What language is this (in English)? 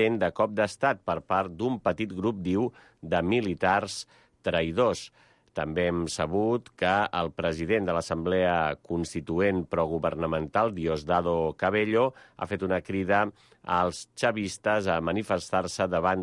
Catalan